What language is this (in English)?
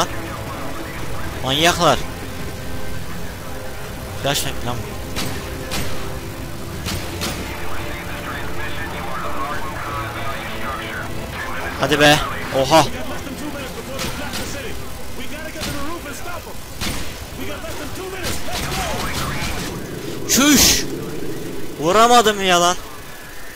Turkish